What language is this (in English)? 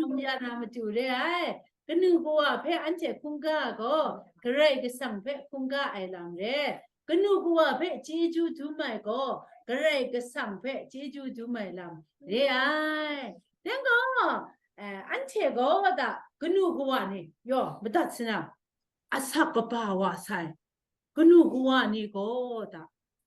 Kachin